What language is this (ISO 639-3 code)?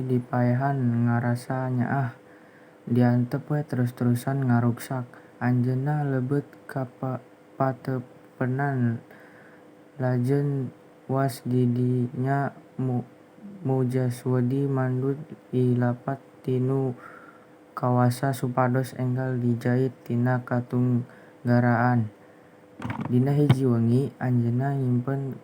sun